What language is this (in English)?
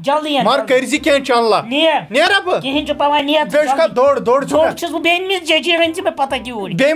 Kashmiri